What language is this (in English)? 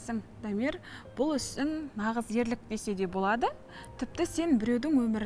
Kazakh